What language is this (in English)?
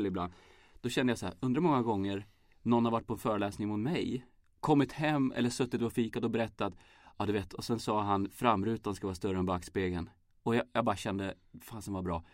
Swedish